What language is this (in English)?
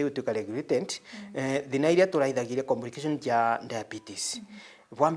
Meru